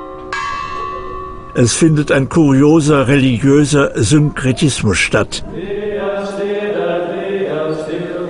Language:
German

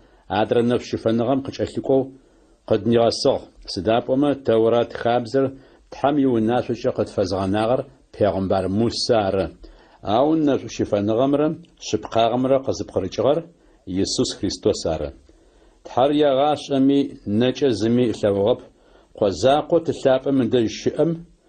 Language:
Adyghe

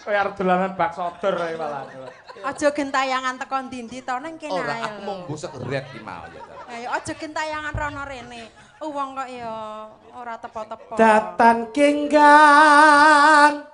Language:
Javanese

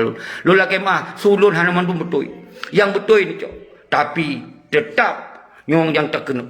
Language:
Achinese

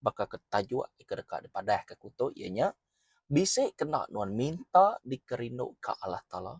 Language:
Iban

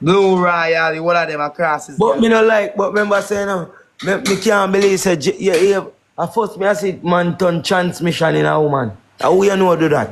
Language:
Jamaican Creole English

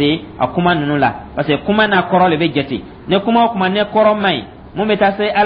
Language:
Dyula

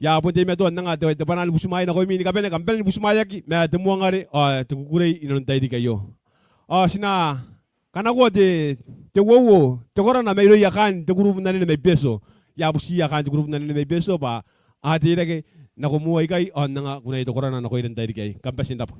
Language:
Gilbertese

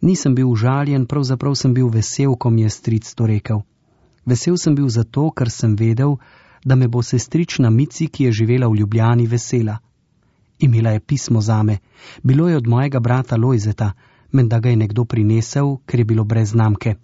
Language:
Slovenian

